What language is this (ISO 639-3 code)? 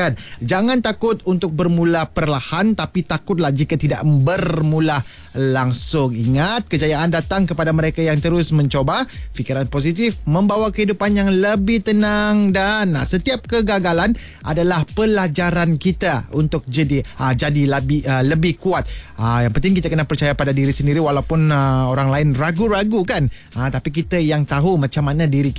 msa